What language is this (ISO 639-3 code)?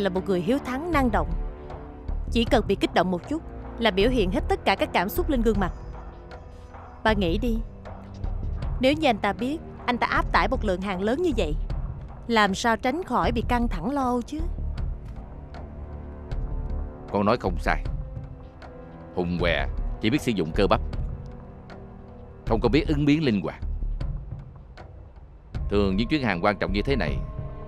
vie